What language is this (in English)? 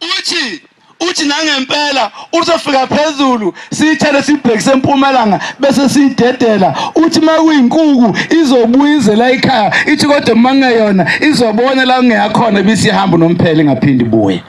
Zulu